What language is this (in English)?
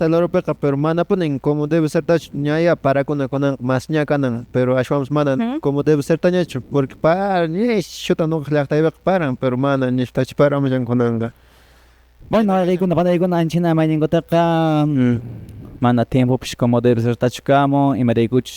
Quechua